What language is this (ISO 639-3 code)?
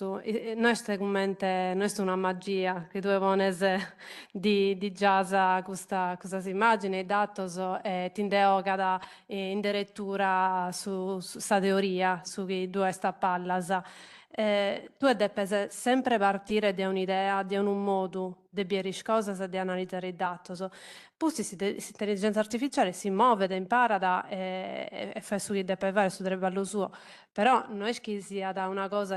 srd